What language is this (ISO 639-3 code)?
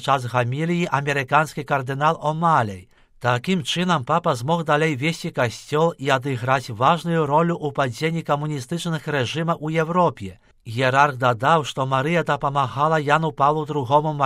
bel